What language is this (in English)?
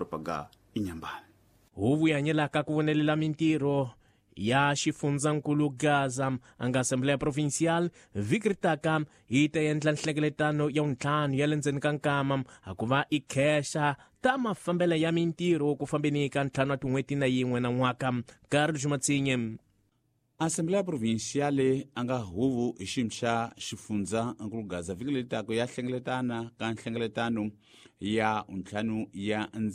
Tsonga